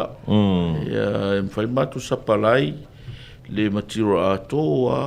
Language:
Samoan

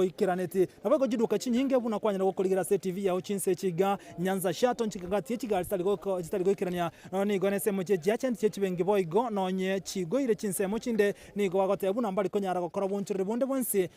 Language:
Gusii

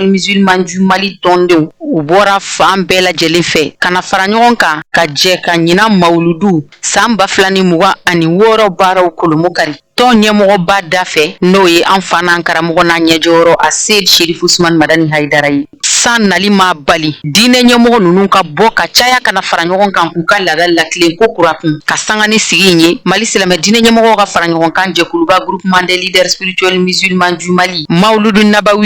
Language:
Bambara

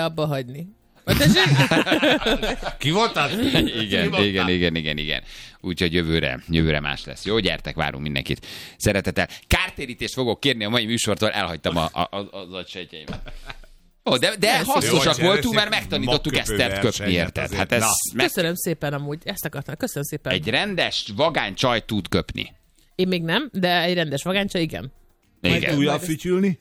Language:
Hungarian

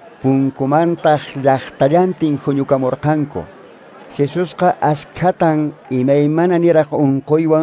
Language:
Quechua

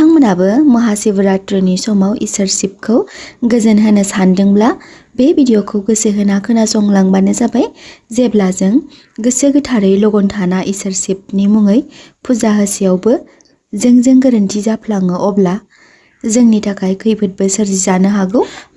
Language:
Bodo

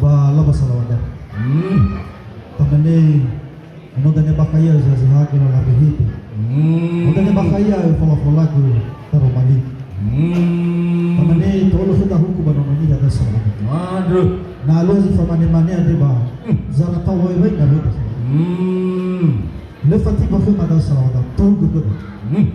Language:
Nias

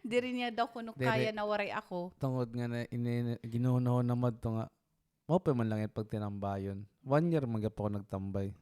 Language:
Waray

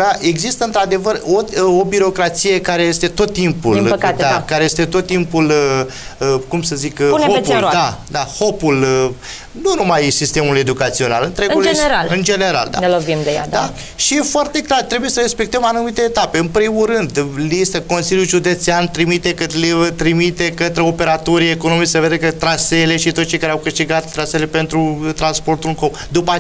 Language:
Romanian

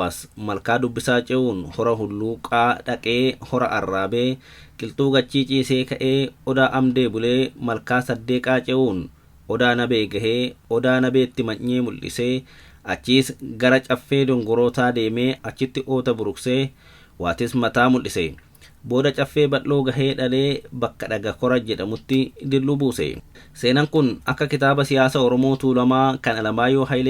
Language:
Oromo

